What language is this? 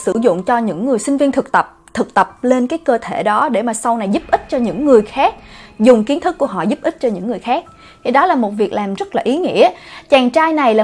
Vietnamese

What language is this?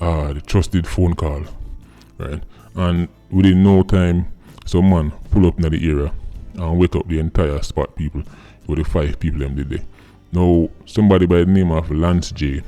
Jamaican Creole English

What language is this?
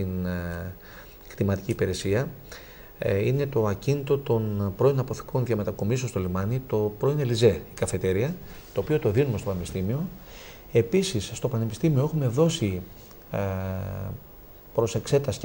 Greek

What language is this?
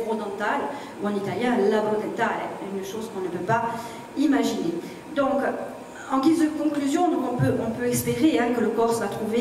French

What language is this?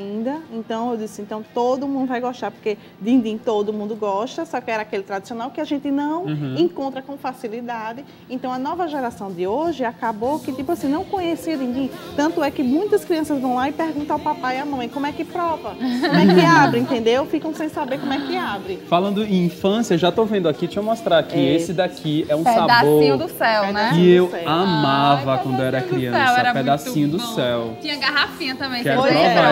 Portuguese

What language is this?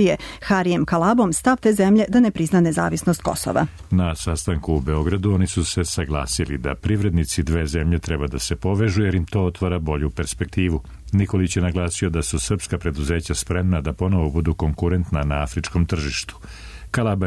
Serbian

